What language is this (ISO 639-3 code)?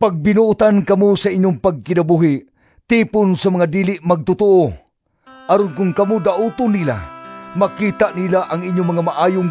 ceb